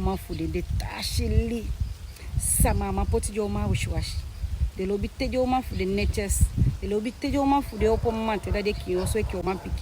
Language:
Sranan Tongo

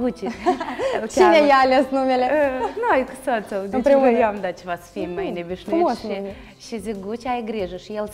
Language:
Romanian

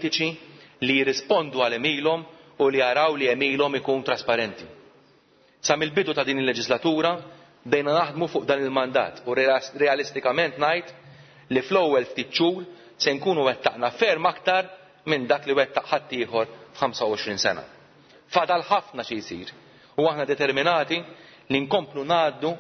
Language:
Maltese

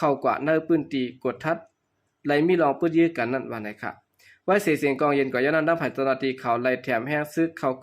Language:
Shan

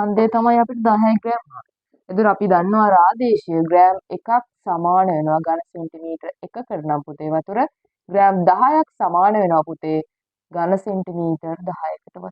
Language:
Sinhala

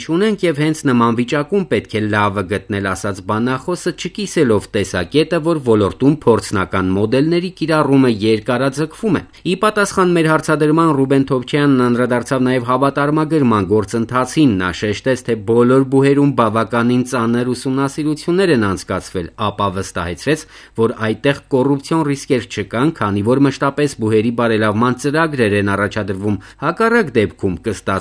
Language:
Armenian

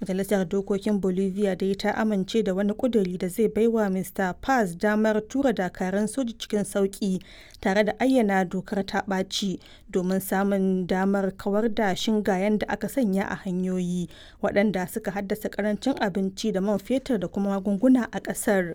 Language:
Hausa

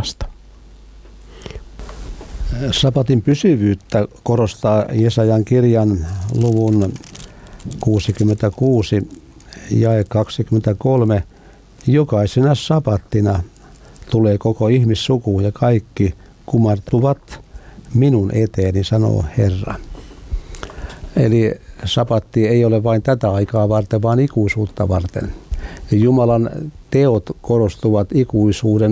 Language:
Finnish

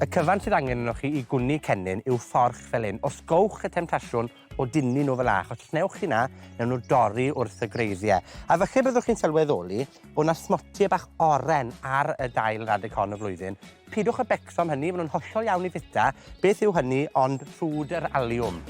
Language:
Welsh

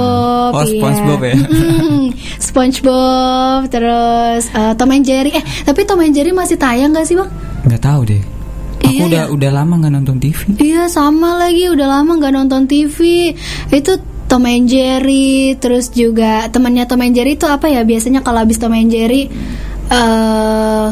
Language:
Indonesian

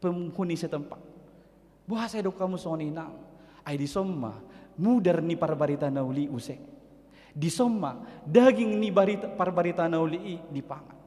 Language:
Batak Toba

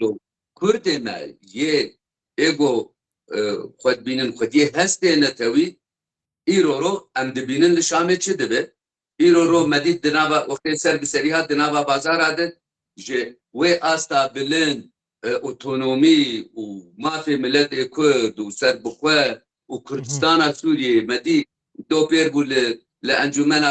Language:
Kurdish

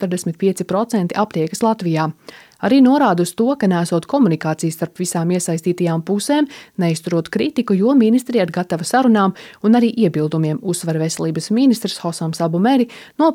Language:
Latvian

